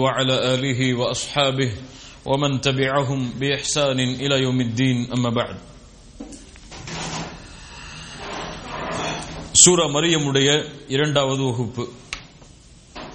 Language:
Tamil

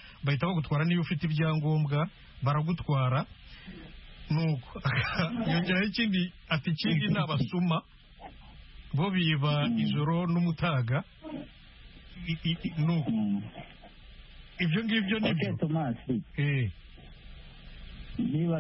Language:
Kinyarwanda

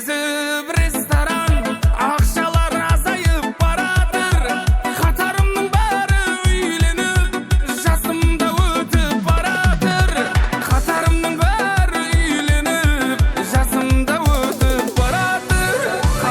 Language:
Kara-Kalpak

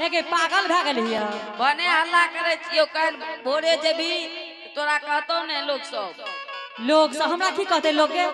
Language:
Angika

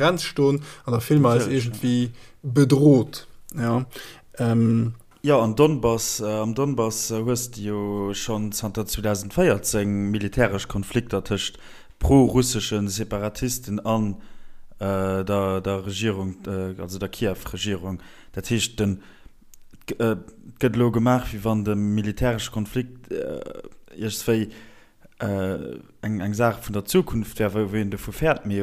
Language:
Luxembourgish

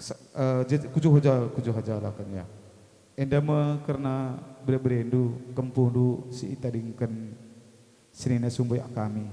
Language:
Batak Karo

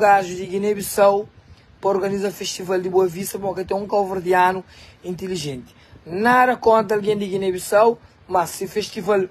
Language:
Kabuverdianu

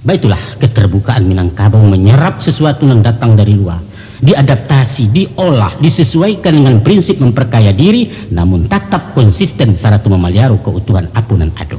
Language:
Minangkabau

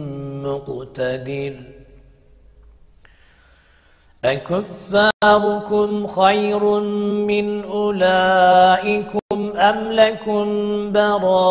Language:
Arabic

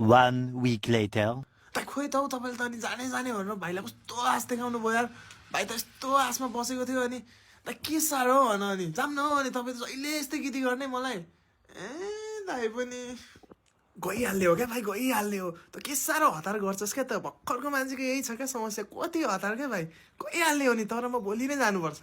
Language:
Nepali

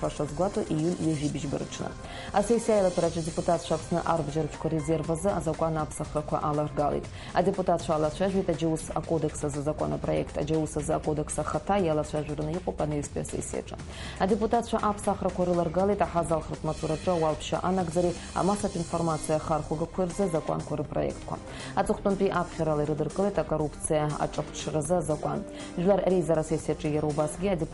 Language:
Abkhazian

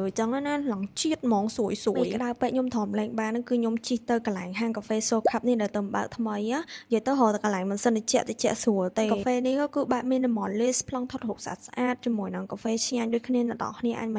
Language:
Khmer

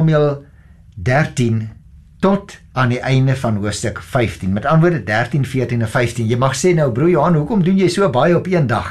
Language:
Afrikaans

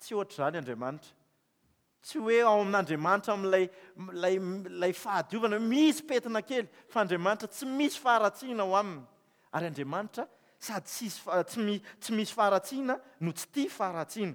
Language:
Malagasy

